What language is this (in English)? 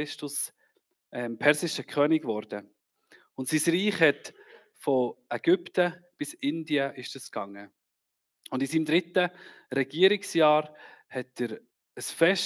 Swiss German